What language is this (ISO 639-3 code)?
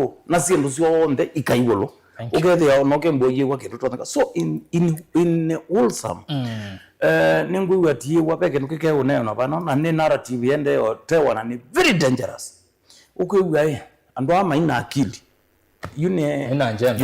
kam